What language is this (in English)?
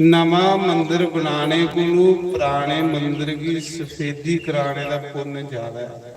Dogri